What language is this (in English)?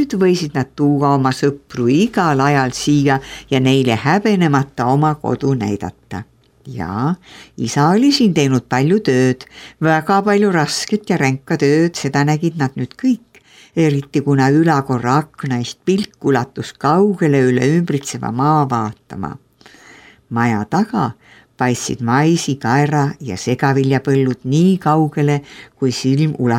Estonian